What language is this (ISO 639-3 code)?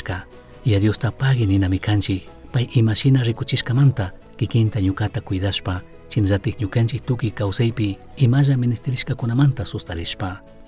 qug